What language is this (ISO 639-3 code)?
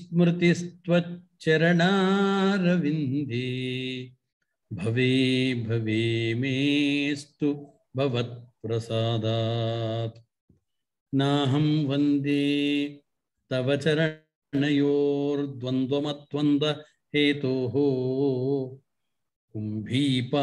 san